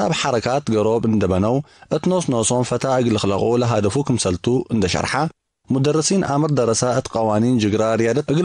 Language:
Tigre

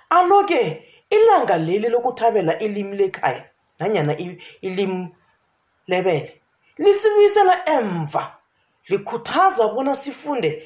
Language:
South Ndebele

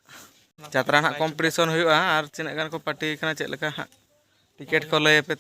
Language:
Santali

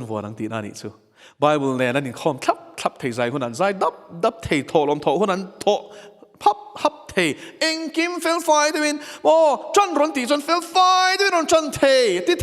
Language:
Mizo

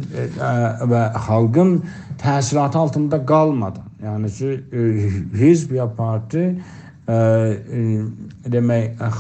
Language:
South Azerbaijani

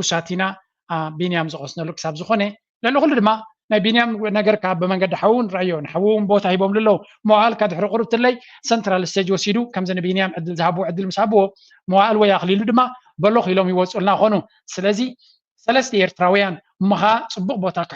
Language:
Tigrinya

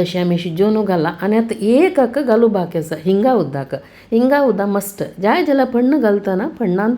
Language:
Konkani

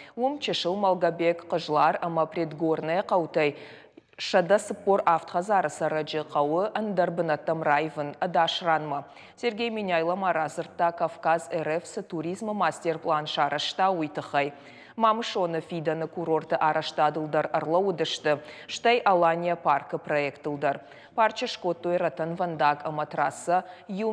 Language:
Ossetic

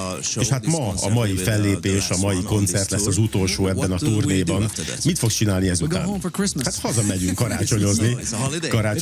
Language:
Hungarian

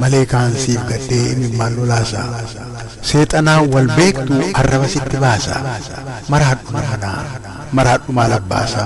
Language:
Oromo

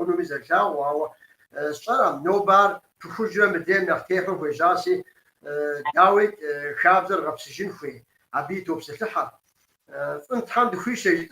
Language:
Kabardian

